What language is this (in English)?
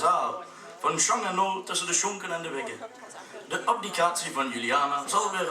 Limburgish